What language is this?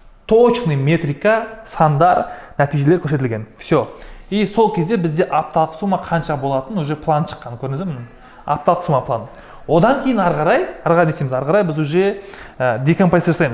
Kazakh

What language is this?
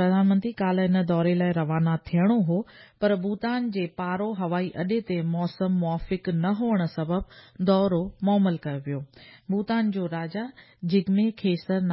Sindhi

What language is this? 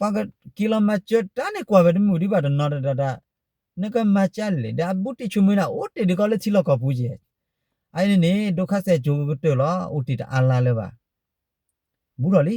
S'gaw Karen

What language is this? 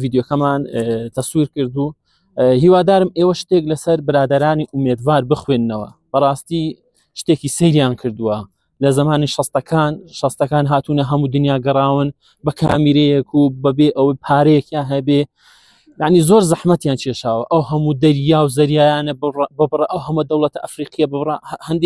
Central Kurdish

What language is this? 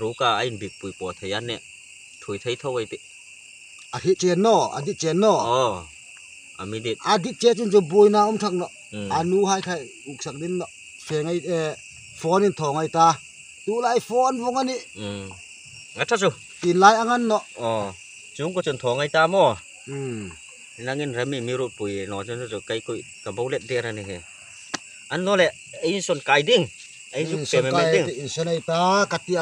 Hmar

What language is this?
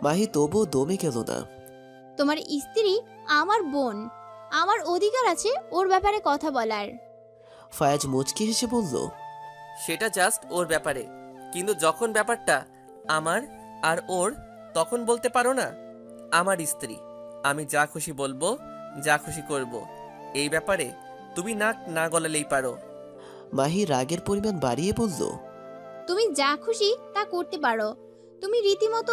Bangla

